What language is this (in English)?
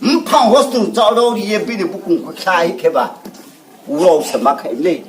Riang (India)